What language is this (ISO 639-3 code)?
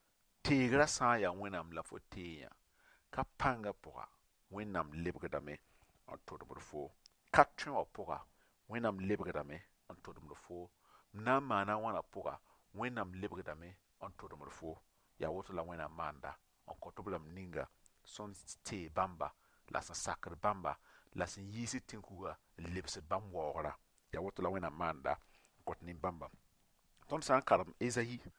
mos